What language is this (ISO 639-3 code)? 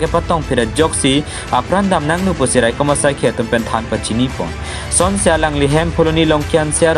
mjw